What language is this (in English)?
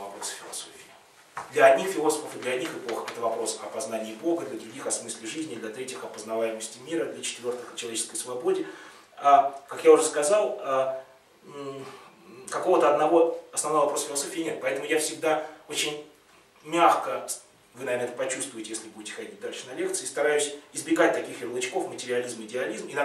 Russian